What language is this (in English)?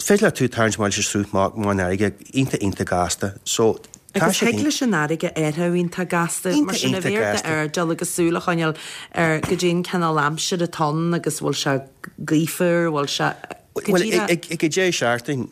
Irish